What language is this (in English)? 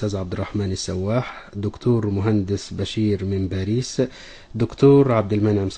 Arabic